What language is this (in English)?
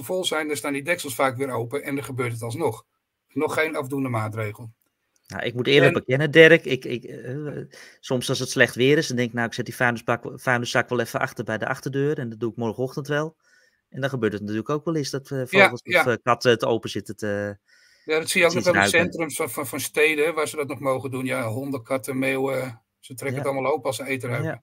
Dutch